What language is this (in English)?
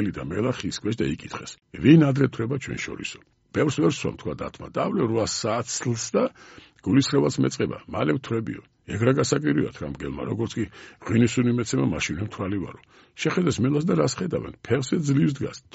Georgian